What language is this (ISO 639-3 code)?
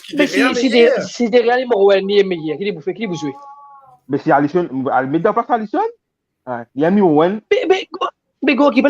mfe